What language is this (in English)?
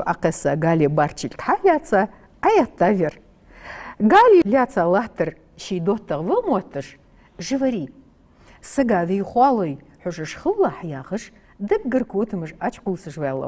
Ingush